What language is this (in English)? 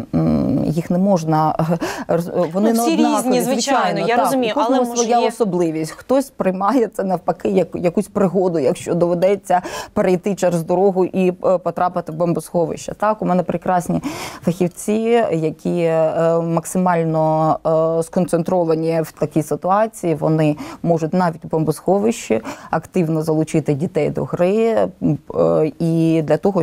Ukrainian